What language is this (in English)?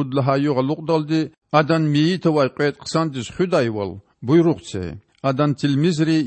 Lezghian